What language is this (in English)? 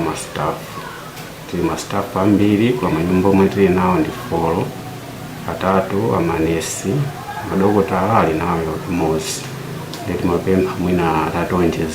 Nyanja